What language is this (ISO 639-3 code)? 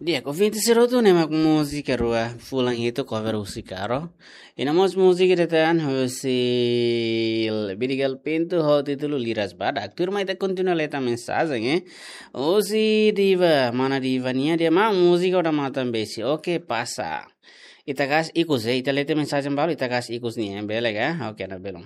tet